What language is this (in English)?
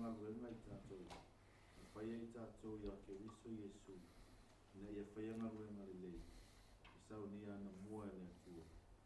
Samoan